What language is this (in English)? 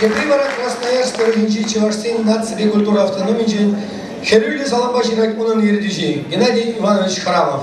Chuvash